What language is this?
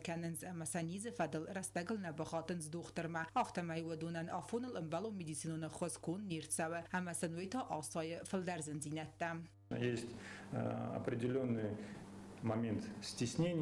Ossetic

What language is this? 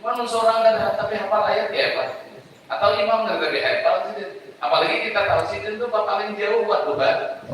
Banjar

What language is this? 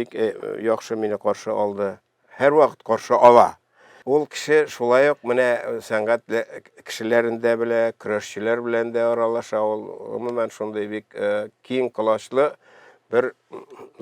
Tatar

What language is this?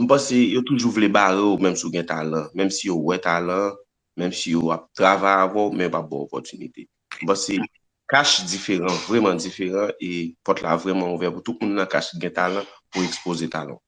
Haitian Creole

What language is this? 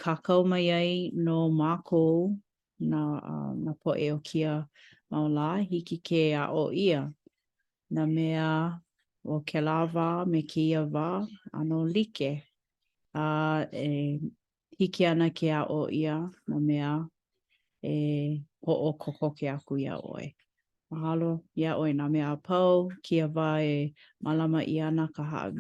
Hawaiian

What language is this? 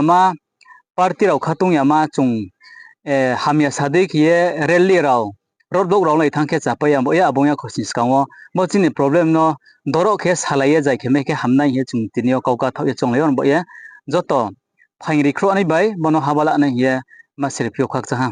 Riang (India)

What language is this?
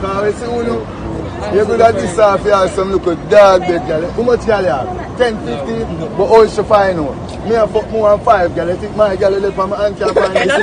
Jamaican Creole English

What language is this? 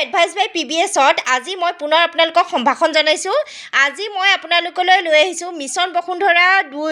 Assamese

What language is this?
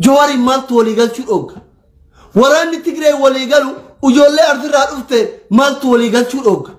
Oromo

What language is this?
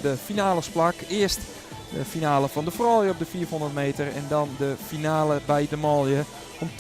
Western Frisian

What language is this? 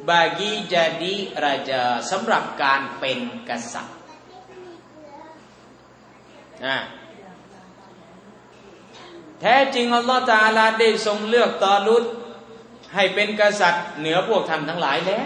Thai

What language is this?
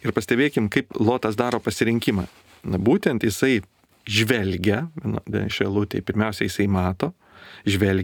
Lithuanian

